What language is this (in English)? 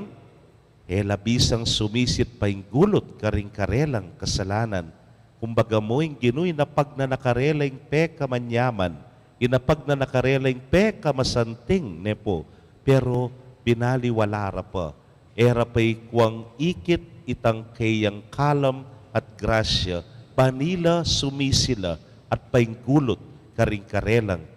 Pampanga